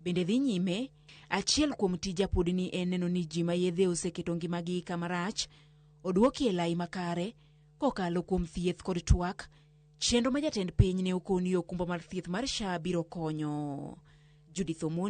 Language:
Luo (Kenya and Tanzania)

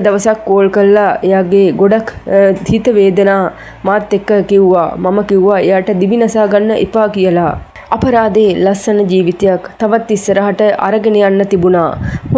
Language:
Sinhala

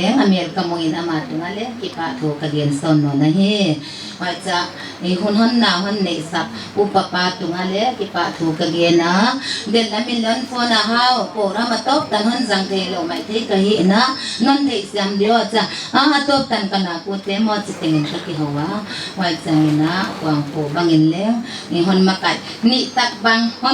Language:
Paite Chin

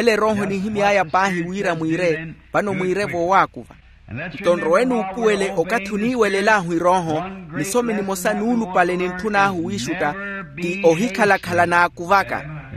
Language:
Makhuwa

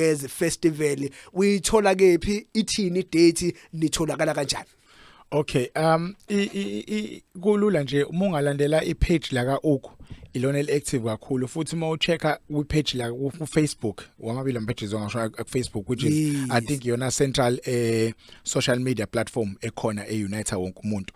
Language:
Zulu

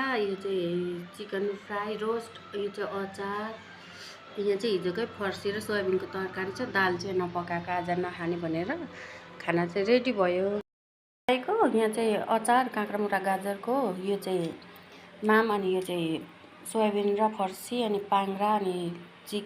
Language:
Nepali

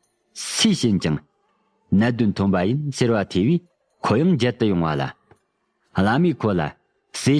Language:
Tibetan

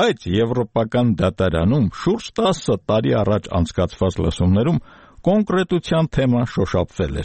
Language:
Armenian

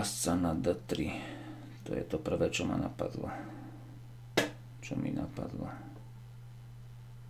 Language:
Slovak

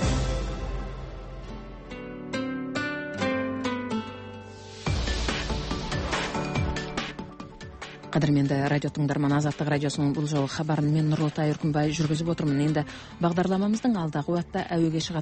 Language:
Kazakh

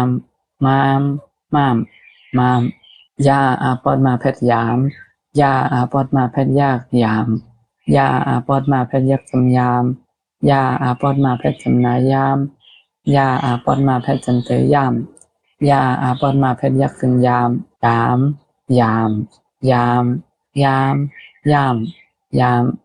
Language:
Shan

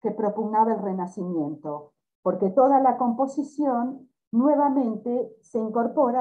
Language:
Spanish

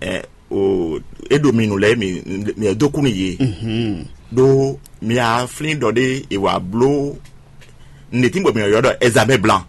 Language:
Fon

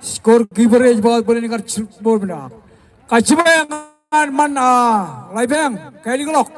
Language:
Marshallese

